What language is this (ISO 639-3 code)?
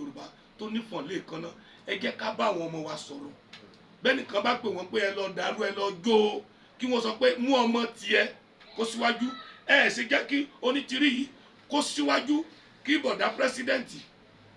yor